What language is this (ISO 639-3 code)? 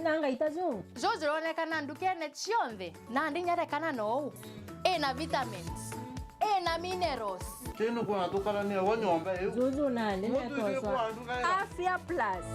mer